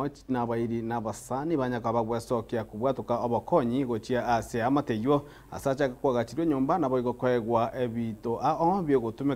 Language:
Gusii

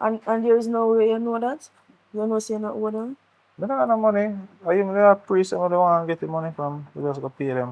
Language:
Jamaican Creole English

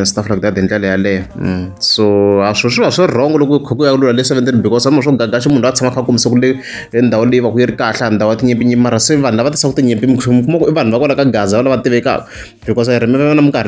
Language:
Tsonga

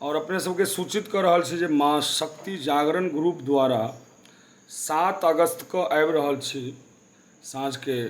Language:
Maithili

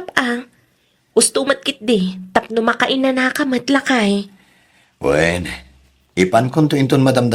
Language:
Iloko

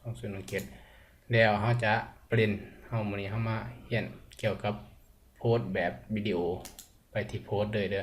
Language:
Lao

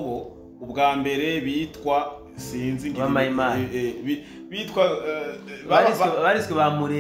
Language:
Rundi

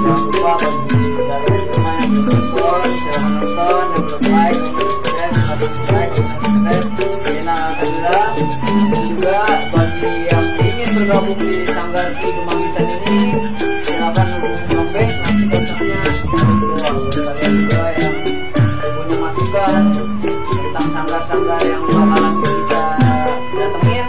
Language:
Betawi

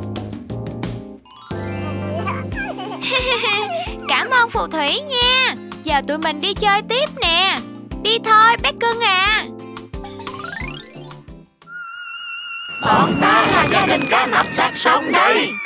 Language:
Vietnamese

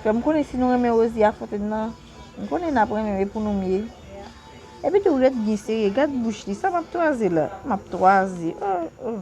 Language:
Haitian Creole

